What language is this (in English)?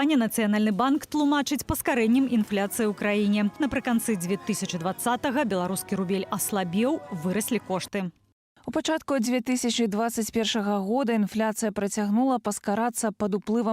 Belarusian